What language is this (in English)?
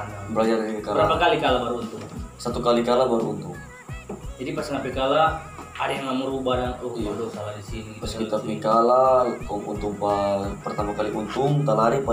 Manado Malay